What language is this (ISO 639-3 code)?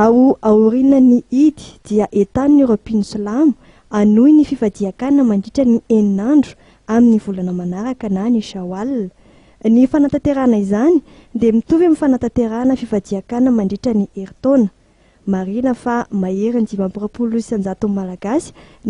mlg